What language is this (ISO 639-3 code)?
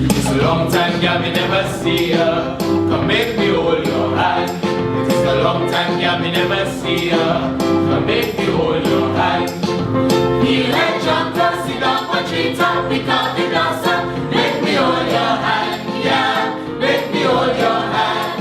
jam